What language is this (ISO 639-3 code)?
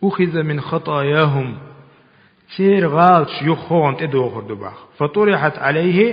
che